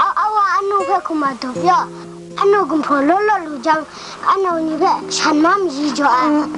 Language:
Kachin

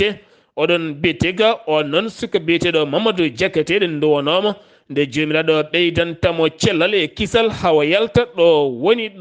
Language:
Fula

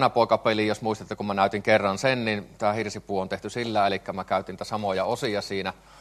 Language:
Finnish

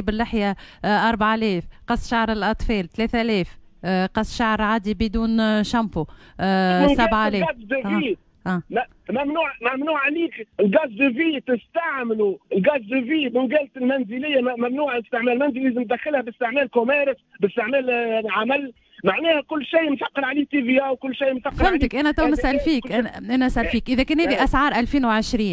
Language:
Tunisian Arabic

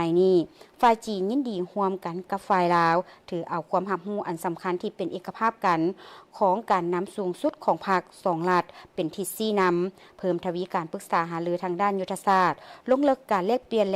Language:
Lao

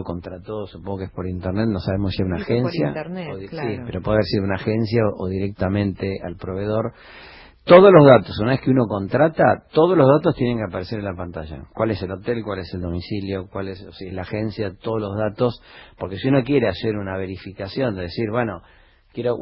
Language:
Spanish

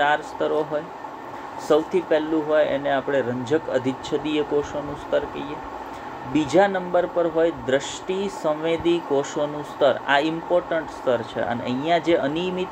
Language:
Gujarati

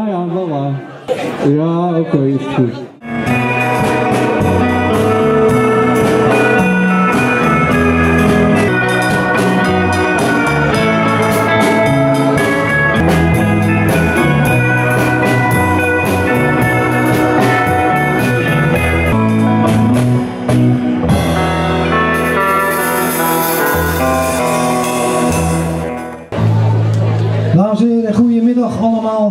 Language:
Dutch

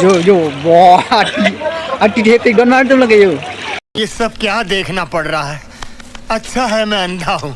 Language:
Karbi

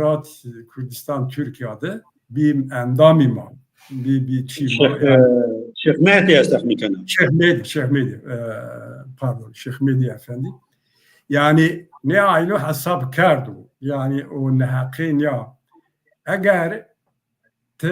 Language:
Zaza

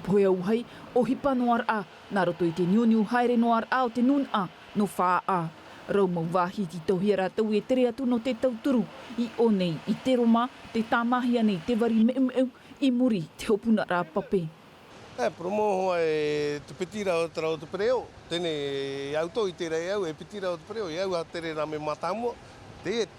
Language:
Tahitian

